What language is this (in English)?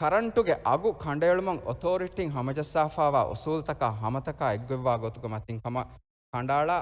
Divehi